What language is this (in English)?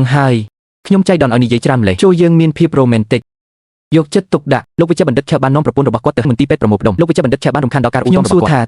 Khmer